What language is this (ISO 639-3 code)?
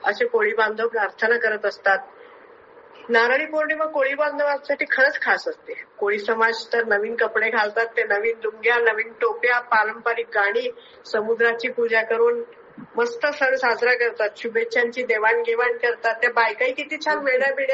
mar